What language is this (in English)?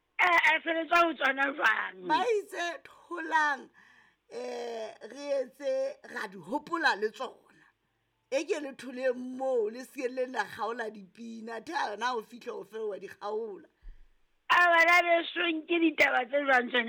Southern Sotho